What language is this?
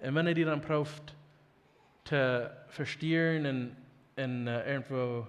Plautdietsch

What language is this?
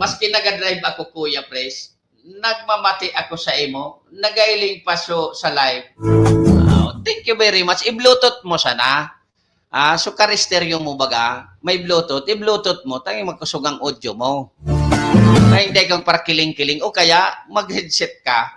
Bikol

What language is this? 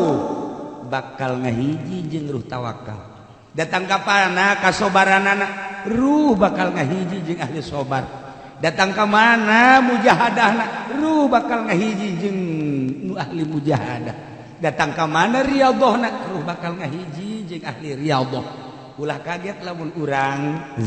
Sundanese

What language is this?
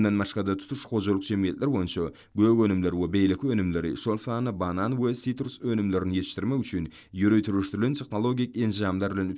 Turkmen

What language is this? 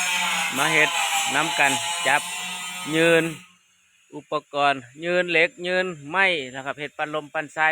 Lao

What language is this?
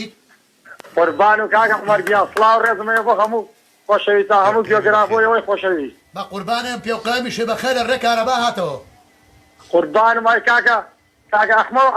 Central Kurdish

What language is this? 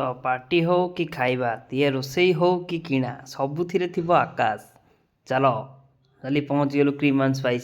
Odia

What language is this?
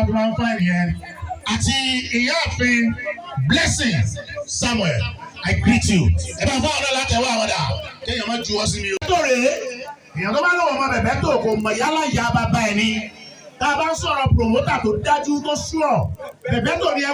Yoruba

